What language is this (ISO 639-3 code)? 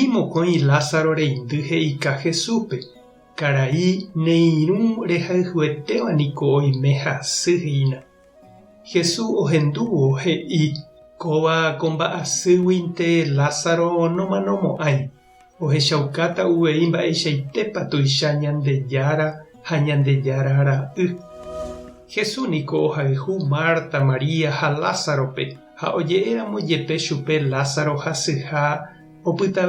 grn